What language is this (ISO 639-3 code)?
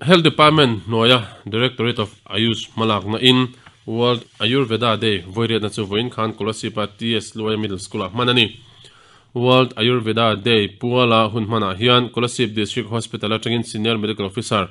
lus